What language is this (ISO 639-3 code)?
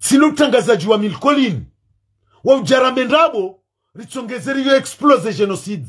zdj